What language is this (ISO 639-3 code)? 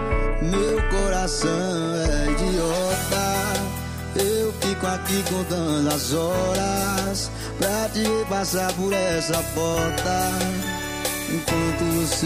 por